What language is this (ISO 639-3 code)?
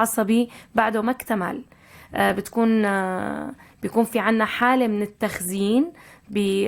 apc